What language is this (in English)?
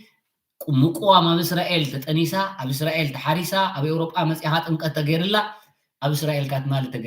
Tigrinya